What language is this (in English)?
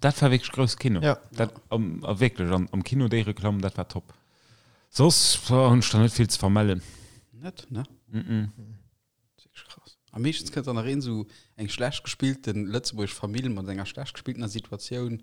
Luxembourgish